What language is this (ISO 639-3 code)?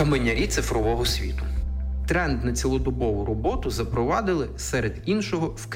ukr